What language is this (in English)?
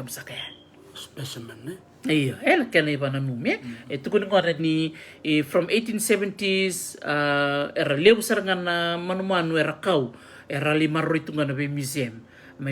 Fijian